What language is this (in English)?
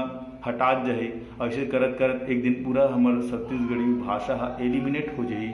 Chhattisgarhi